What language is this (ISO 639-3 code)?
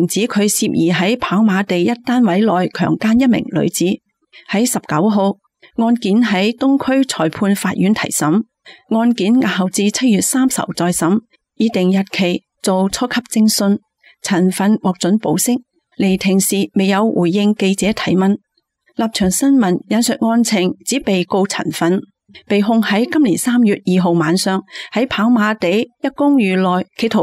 yue